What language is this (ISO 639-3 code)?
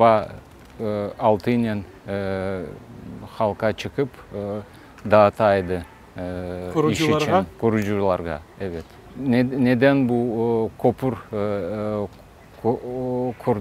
crh